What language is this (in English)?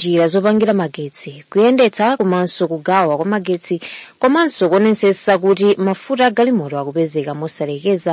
Nyanja